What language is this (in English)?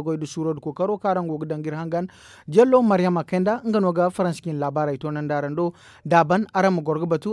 Zarma